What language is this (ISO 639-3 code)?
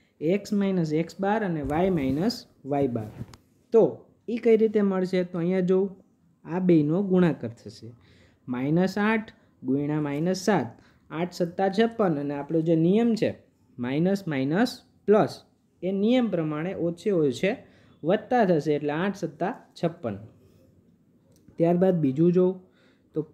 guj